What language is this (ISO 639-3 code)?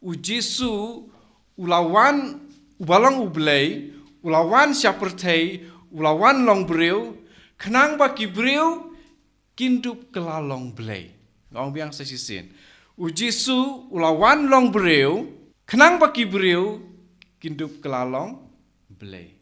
kha